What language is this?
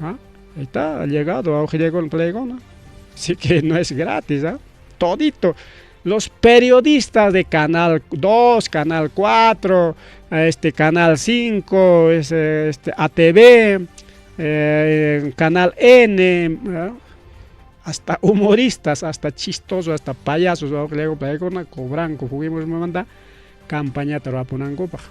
Ayacucho Quechua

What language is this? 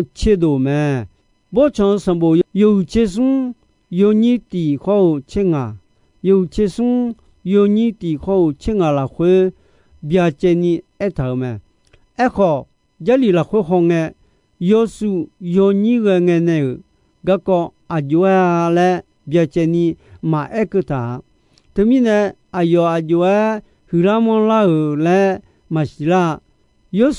Akha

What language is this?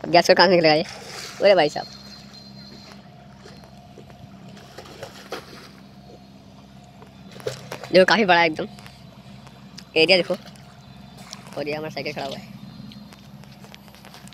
Hindi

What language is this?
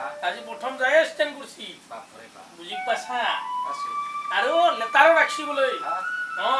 Assamese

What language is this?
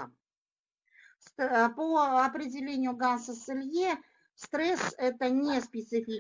Russian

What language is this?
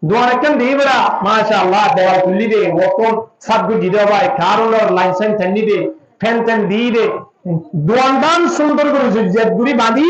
Rohingya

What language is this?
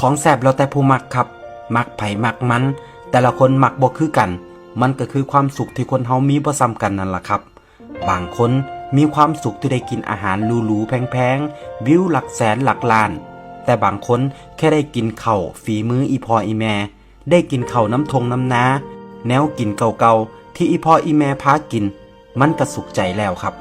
Northeastern Thai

